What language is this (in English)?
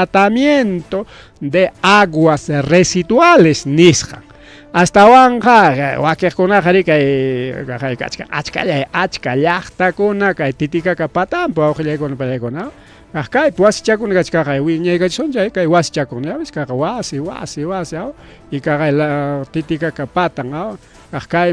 Ayacucho Quechua